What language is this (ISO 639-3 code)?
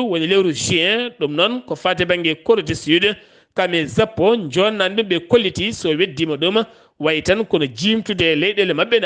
ful